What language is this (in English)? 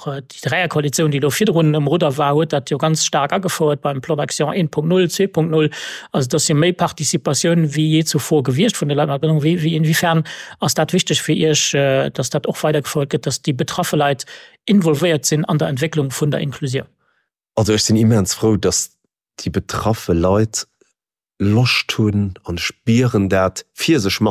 Luxembourgish